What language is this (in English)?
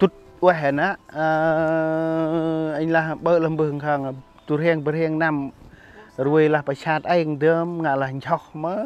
Central Mnong